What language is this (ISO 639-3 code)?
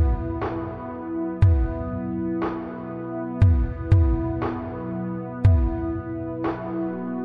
tur